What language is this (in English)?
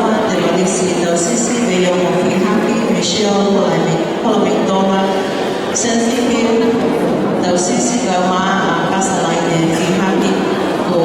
Tongan